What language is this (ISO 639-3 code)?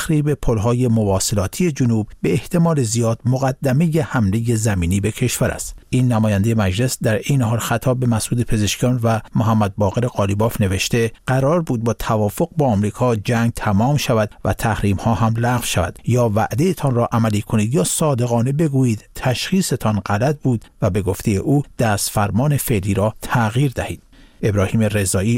fas